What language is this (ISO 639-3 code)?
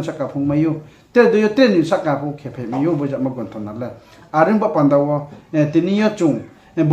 ria